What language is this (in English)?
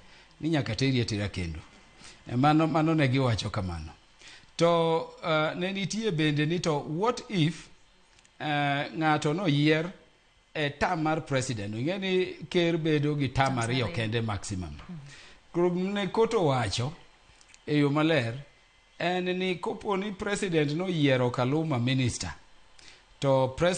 Luo (Kenya and Tanzania)